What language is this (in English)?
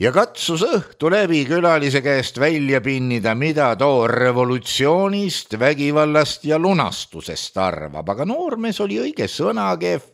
Estonian